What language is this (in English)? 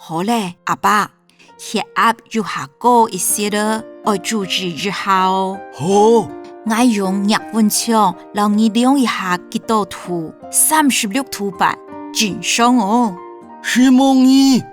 Hakka Chinese